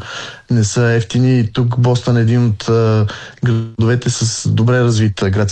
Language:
Bulgarian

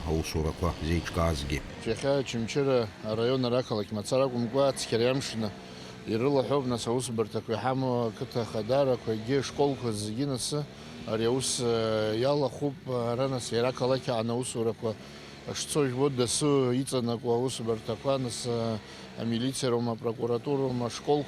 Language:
Abkhazian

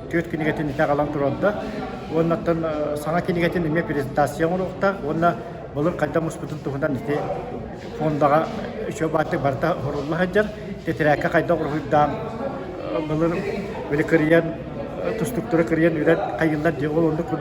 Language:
Yakut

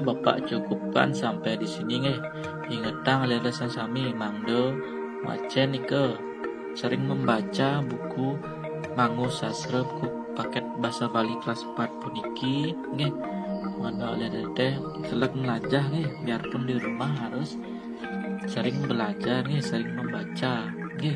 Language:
Balinese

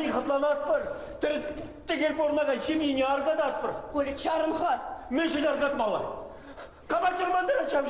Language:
Chuvash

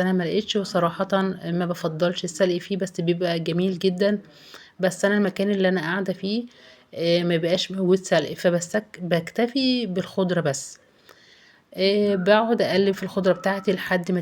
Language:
Egyptian Arabic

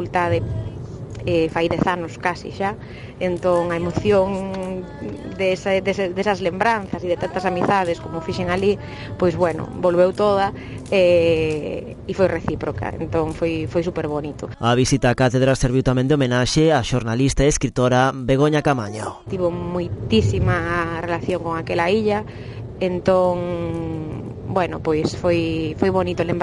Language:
Galician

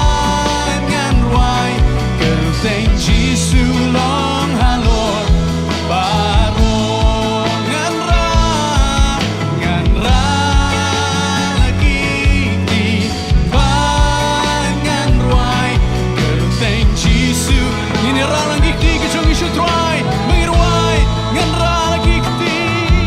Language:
Khasi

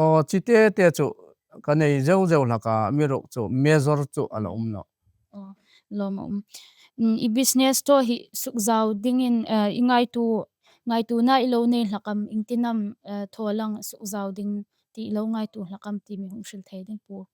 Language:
Hmar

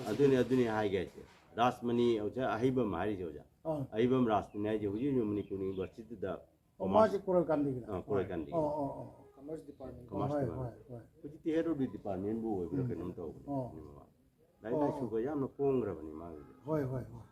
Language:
Manipuri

